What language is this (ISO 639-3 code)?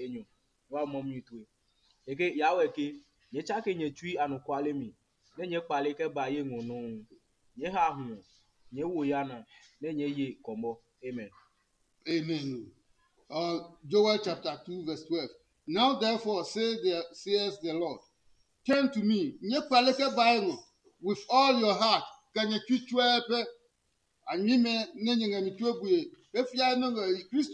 ada